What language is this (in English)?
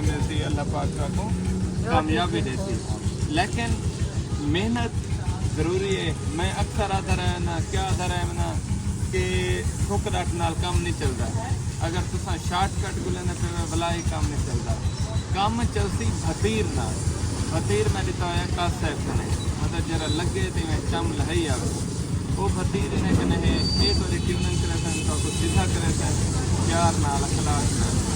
Saraiki